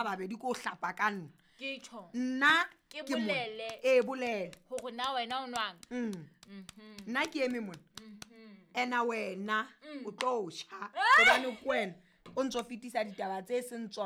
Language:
Southern Sotho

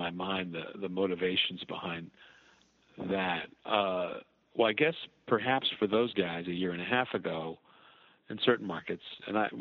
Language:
English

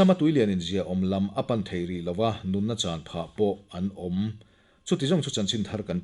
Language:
Mizo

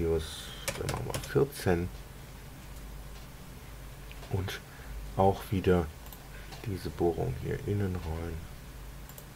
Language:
German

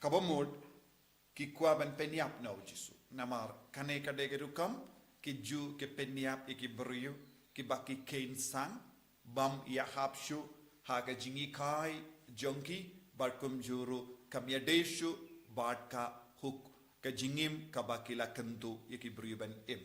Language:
Khasi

